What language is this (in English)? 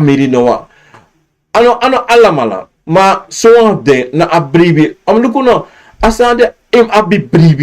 Sranan Tongo